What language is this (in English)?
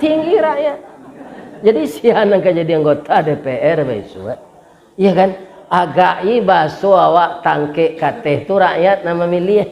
Minangkabau